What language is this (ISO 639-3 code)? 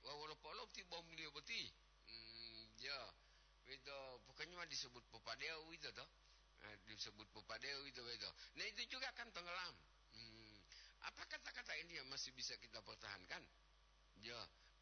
gor